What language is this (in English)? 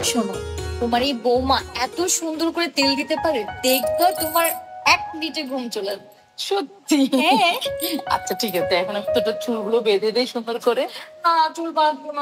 Bangla